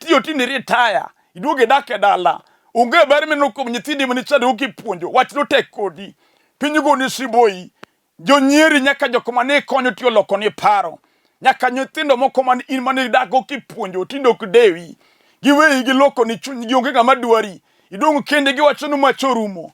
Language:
Luo (Kenya and Tanzania)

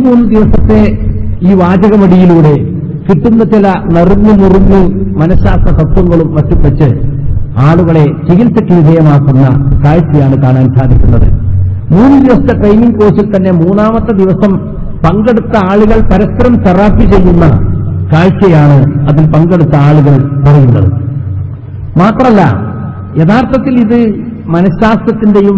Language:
Malayalam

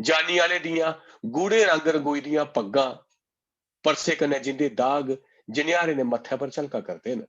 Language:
Dogri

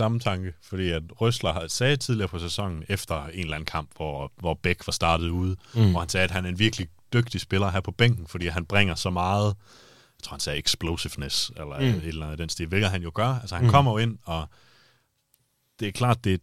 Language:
Danish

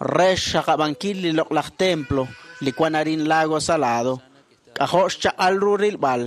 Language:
Kekchí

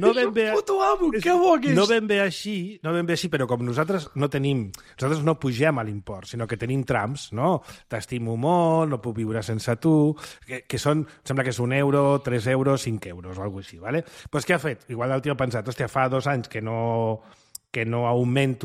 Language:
Catalan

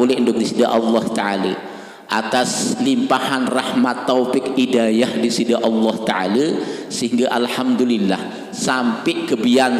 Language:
Sasak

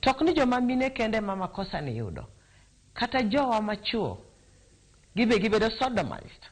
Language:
Luo (Kenya and Tanzania)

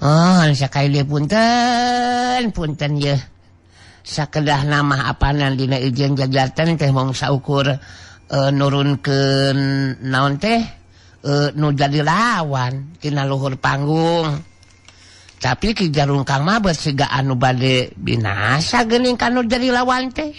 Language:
Sundanese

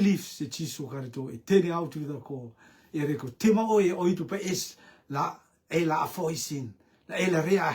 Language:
Rotuman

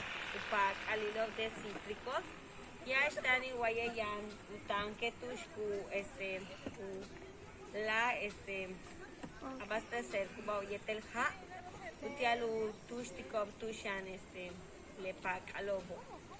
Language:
Yucateco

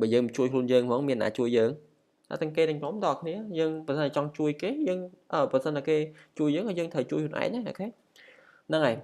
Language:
Khmer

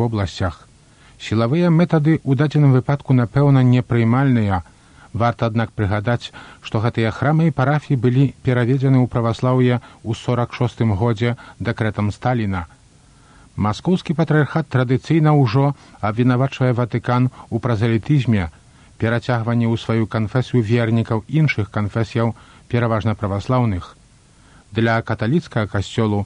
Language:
Belarusian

